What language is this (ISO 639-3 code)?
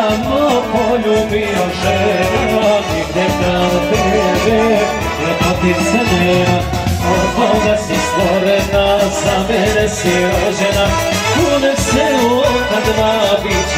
srp